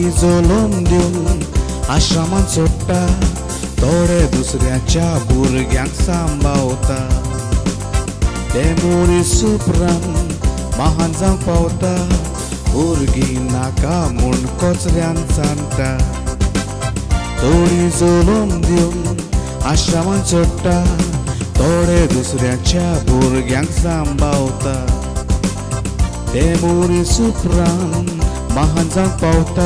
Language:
Konkani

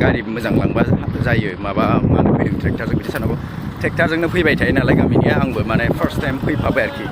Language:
Bodo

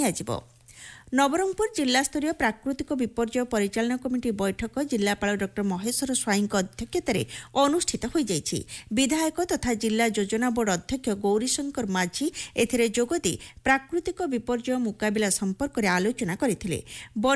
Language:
Odia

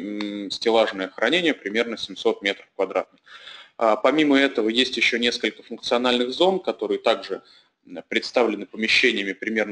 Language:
Russian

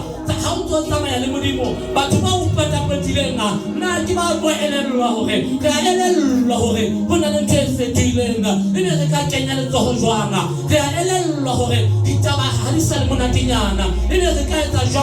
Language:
Southern Sotho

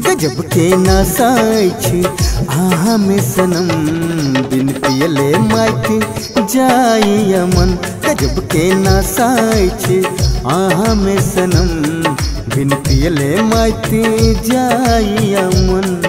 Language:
Maithili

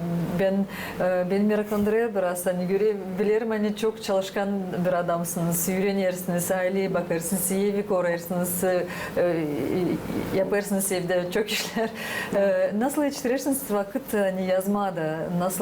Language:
Gagauz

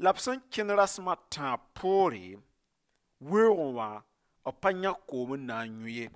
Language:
Mossi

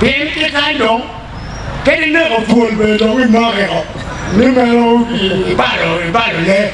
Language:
Acoli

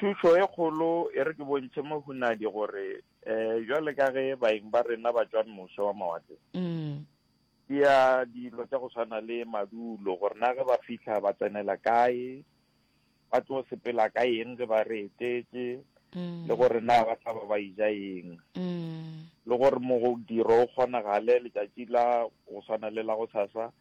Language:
Northern Sotho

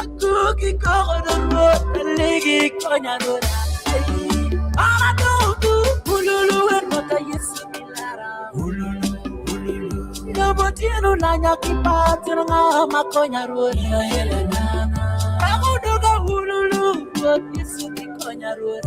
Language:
Acoli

